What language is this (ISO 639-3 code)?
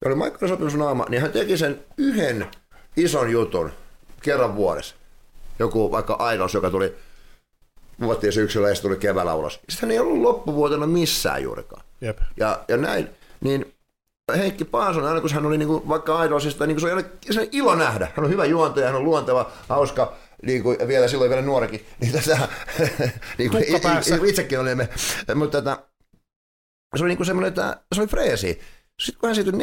fin